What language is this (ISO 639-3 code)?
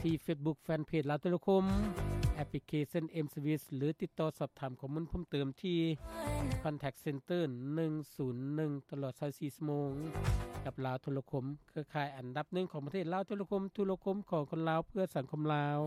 lao